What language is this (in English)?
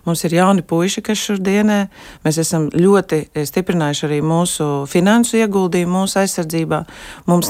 Latvian